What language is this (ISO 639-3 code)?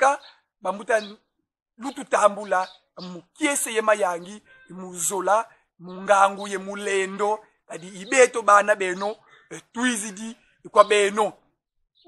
kon